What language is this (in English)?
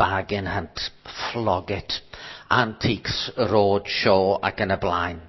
Welsh